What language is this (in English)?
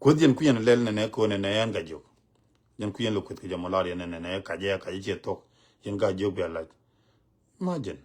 Nuer